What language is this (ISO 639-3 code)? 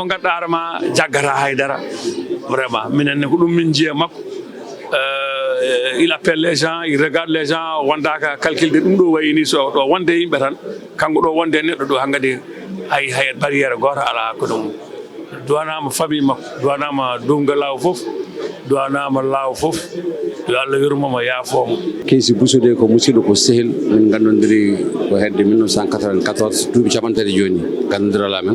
ful